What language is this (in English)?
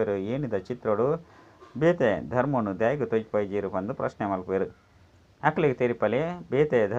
Tulu